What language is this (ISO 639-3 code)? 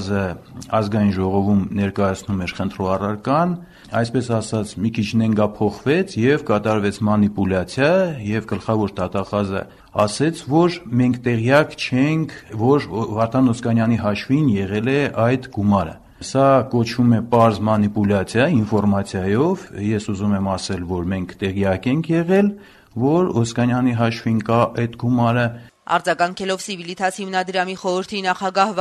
hye